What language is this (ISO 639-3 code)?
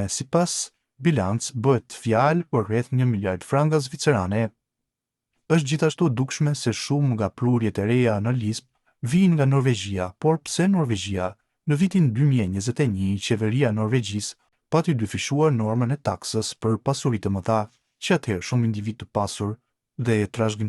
sqi